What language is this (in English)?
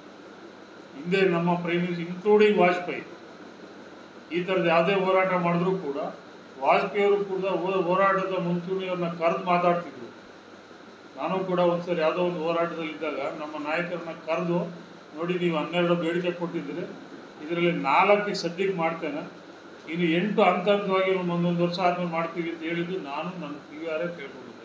Kannada